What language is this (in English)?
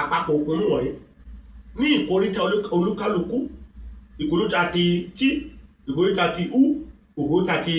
Yoruba